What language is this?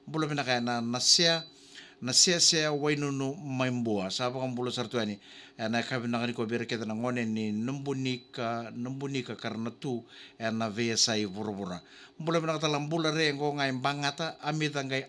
Fijian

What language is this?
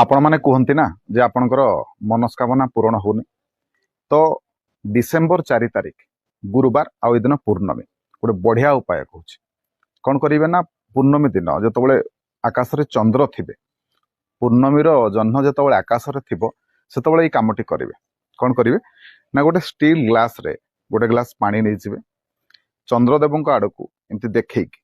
Odia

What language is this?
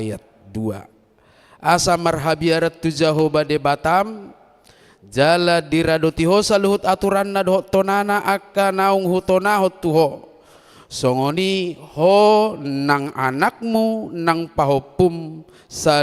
Batak Toba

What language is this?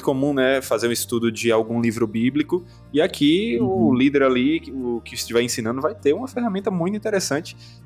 Portuguese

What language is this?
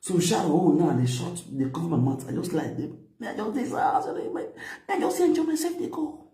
Nigerian Pidgin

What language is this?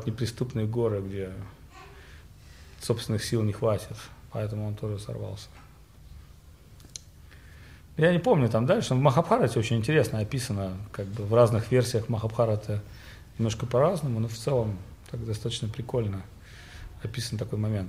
Russian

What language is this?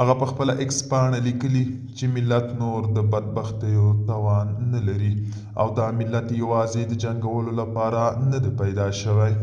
Pashto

